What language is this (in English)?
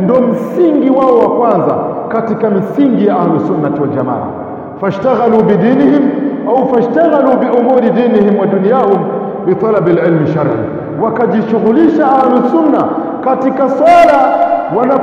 Swahili